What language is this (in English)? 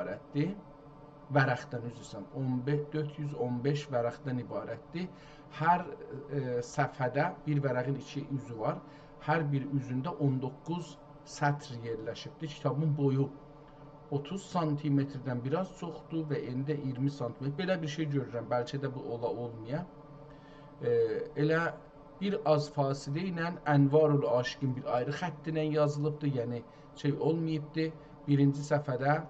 South Azerbaijani